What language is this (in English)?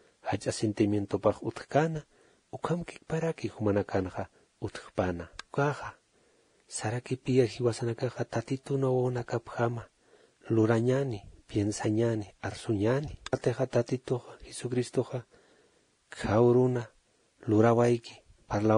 Aymara